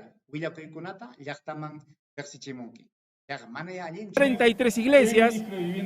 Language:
Ayacucho Quechua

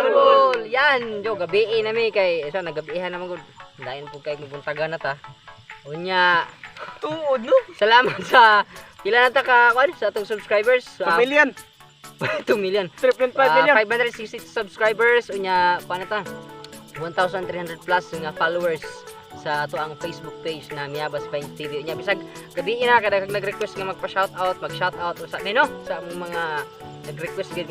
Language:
Cebuano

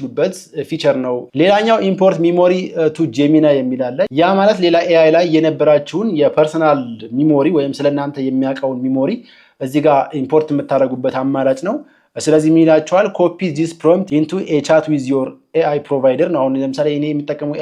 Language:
Amharic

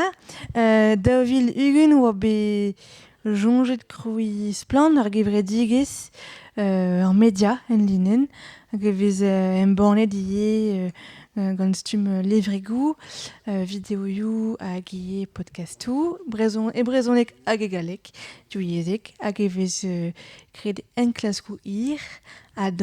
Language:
Breton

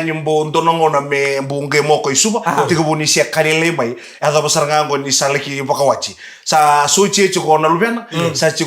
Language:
Fijian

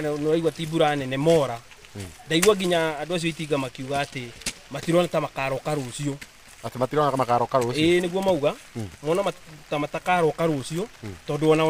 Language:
Kikuyu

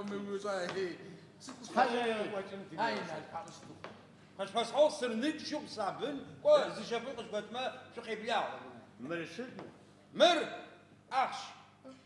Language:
Adyghe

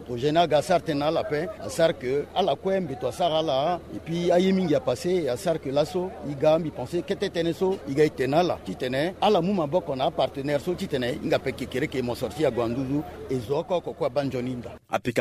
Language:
Sango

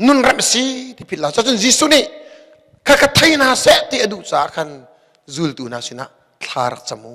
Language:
Hakha Chin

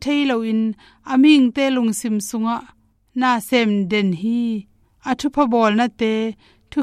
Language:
Tedim Chin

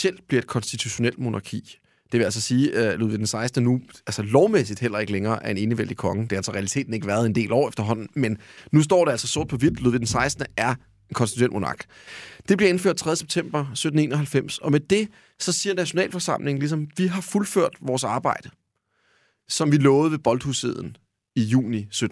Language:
Danish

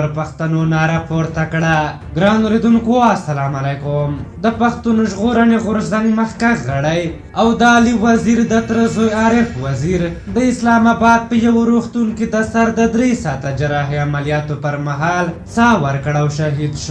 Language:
Pashto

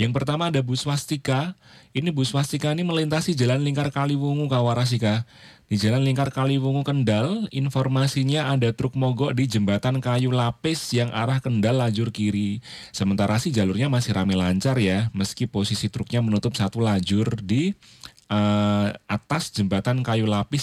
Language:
Indonesian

